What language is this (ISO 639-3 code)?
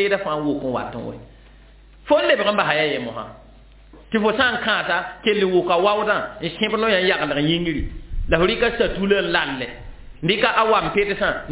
mos